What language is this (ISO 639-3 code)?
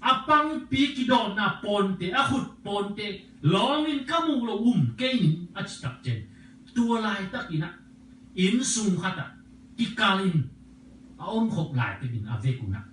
ctd